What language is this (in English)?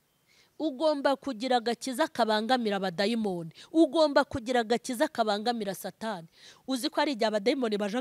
Kinyarwanda